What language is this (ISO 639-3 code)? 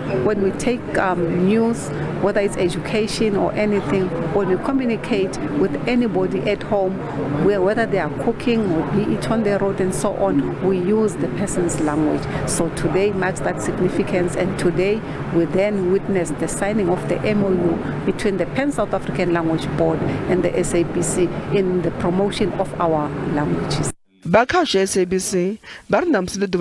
ven